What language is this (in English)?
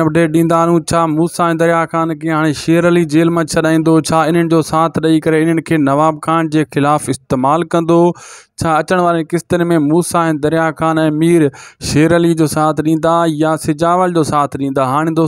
Sindhi